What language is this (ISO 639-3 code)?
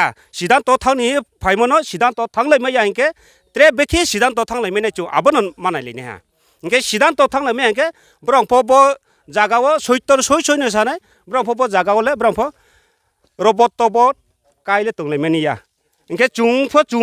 ria